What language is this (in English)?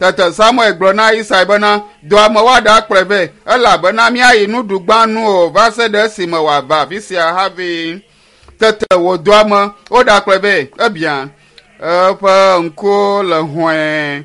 Ewe